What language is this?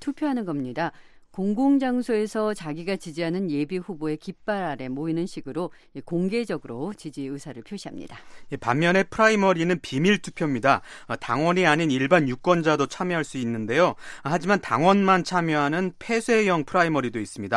Korean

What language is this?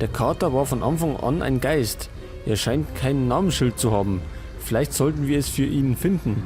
Bavarian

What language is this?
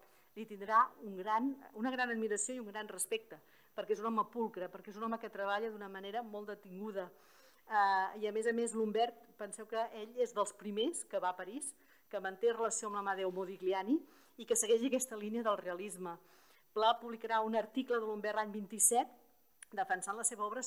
Catalan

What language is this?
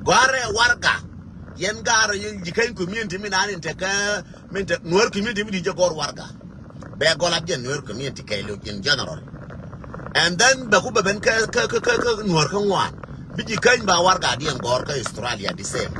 Nuer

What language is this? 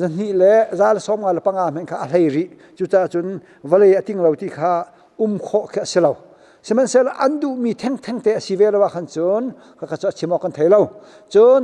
Hakha Chin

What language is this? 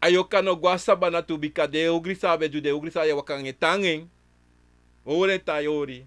Sranan Tongo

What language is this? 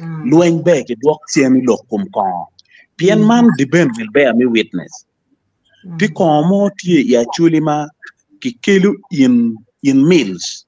Acoli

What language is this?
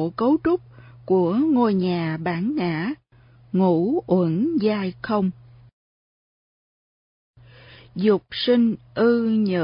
Vietnamese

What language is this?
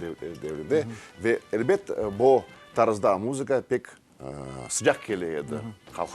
Crimean Tatar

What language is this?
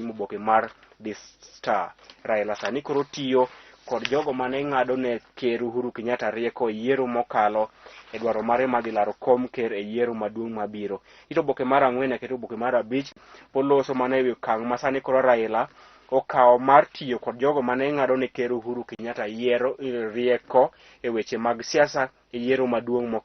Luo (Kenya and Tanzania)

